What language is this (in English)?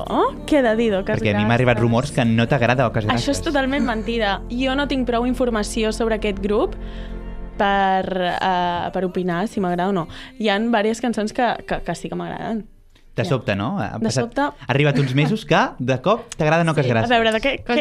Catalan